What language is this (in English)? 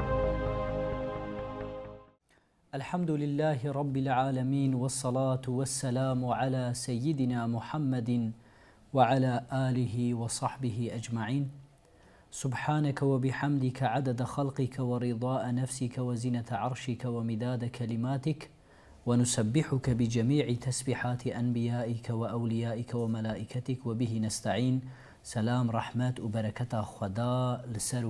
Kurdish